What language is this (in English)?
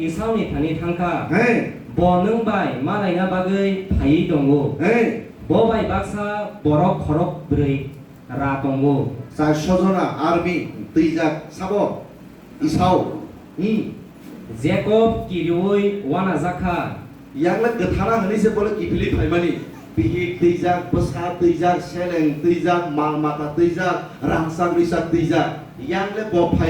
Kok Borok